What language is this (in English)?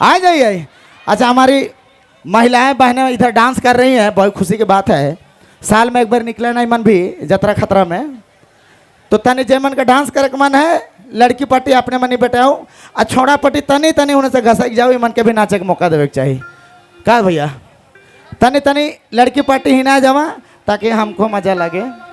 Sadri